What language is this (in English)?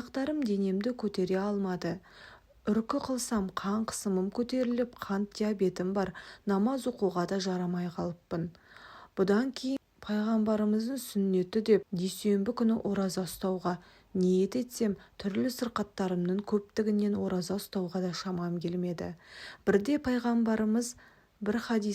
Kazakh